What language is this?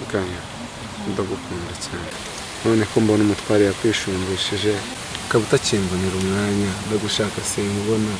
Kinyarwanda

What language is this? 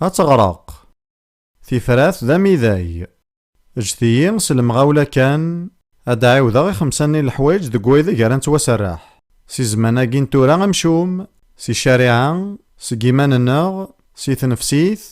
Kabyle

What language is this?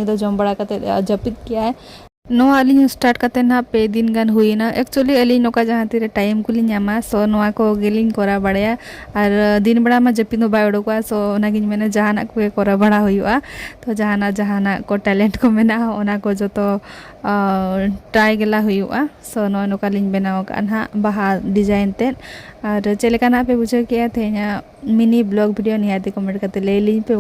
Santali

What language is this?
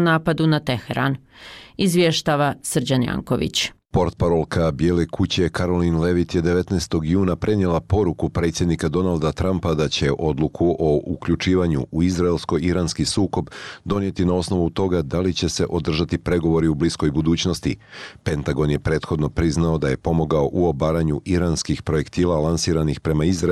Bosnian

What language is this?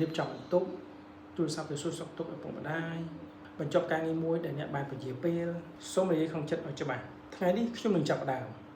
Khmer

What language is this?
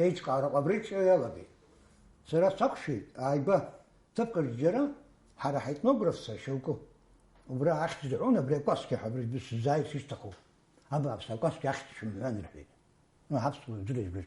Abkhazian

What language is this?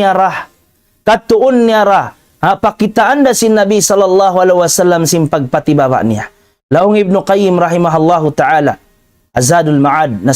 Tausug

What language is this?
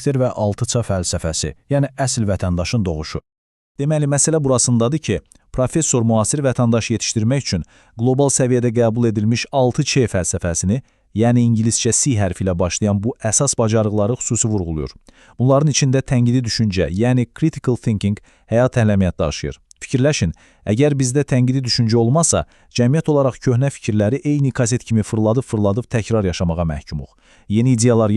Azerbaijani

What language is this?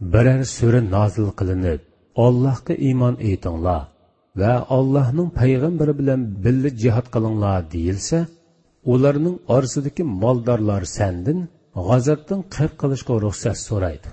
Uyghur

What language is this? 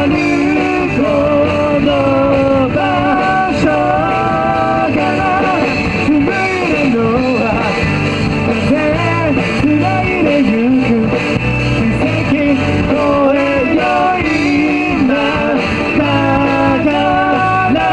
Japanese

